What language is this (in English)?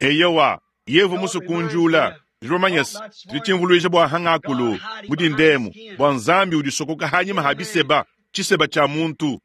Luba-Lulua